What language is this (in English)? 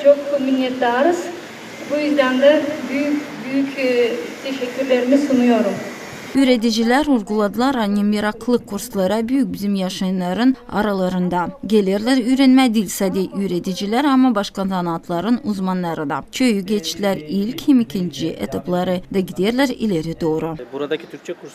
Gagauz